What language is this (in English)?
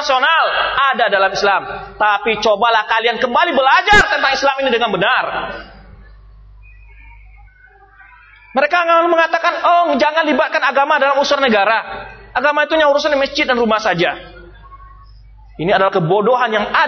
Indonesian